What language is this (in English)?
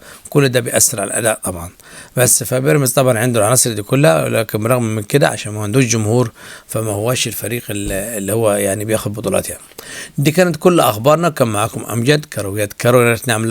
Egyptian Arabic